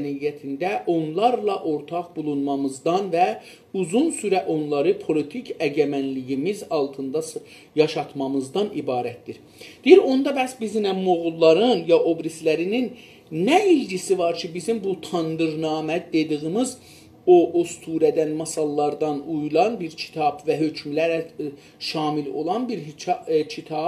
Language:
South Azerbaijani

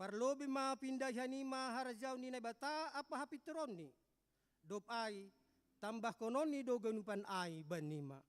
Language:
Batak Simalungun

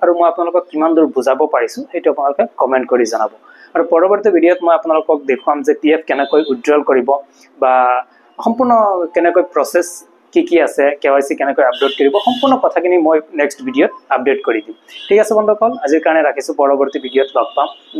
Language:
Assamese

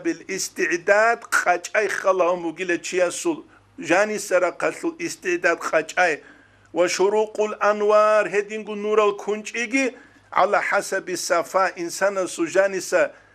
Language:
Avaric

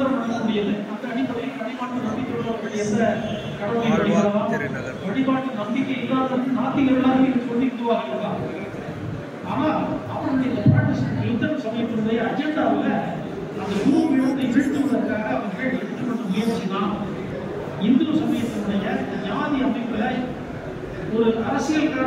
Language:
Tamil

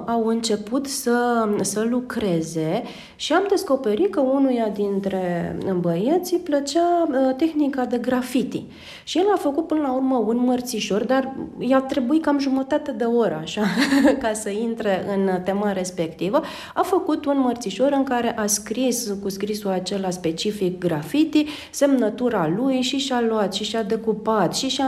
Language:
Romanian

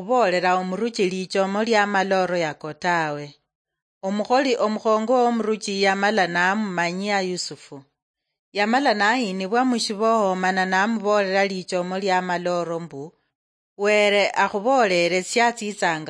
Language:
Luyia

